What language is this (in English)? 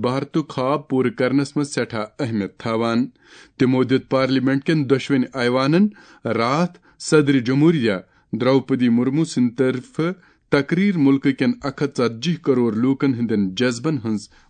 Kashmiri